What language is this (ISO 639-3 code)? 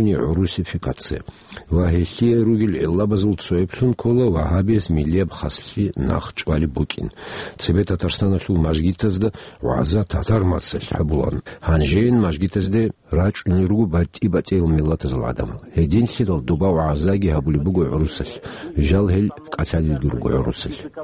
ava